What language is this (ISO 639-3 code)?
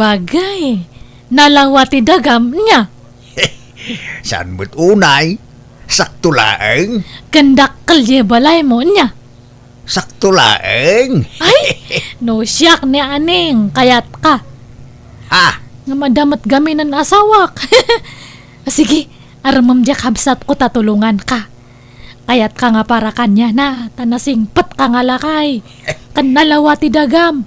ilo